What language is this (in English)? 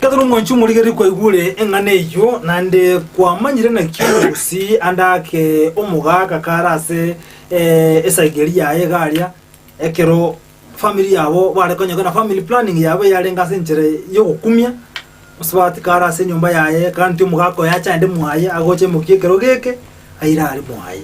Gusii